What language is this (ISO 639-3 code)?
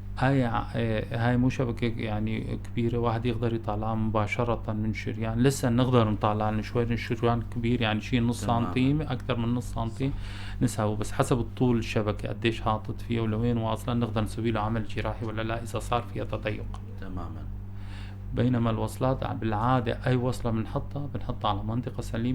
apc